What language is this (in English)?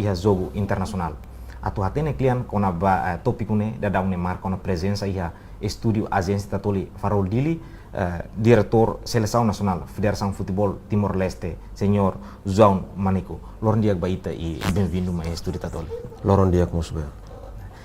Tetum